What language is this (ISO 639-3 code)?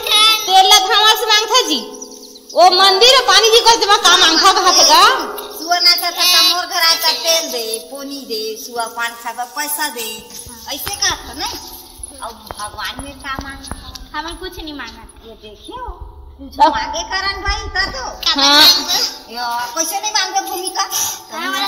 hne